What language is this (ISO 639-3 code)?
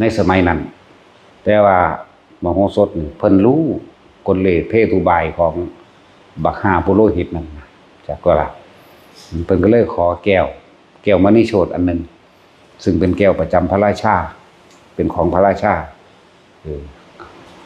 tts